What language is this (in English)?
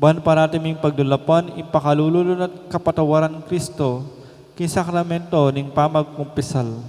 Pampanga